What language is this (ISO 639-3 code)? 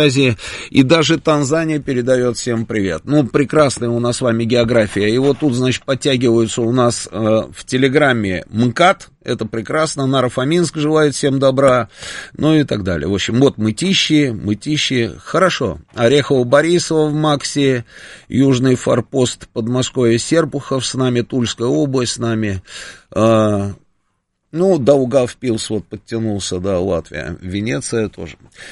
rus